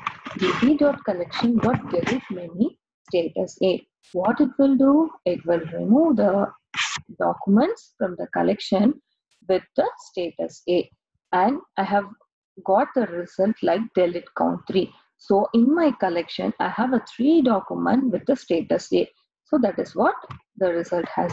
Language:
English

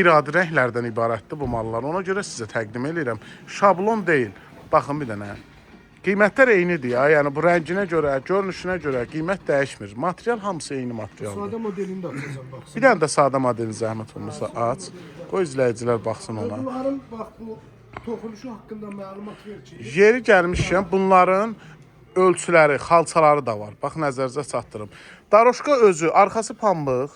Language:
Azerbaijani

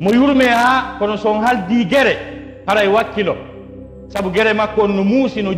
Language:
Fula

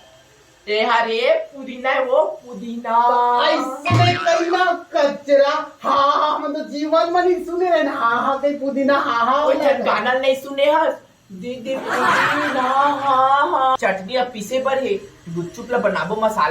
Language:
Chhattisgarhi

